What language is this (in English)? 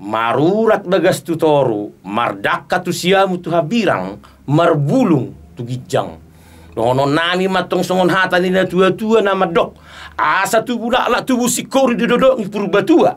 Batak Toba